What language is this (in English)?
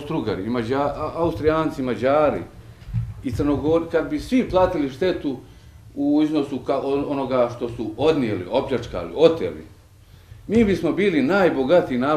Bosnian